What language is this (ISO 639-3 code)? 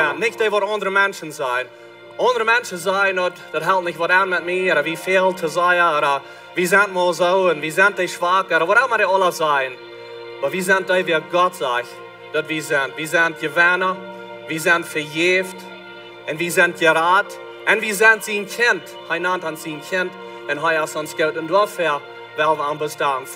pdt